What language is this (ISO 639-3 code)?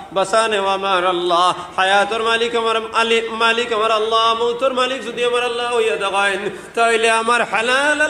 syl